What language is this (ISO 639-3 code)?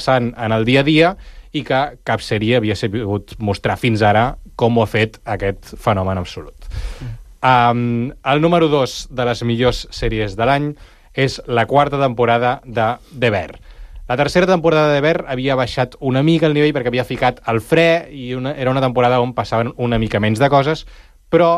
cat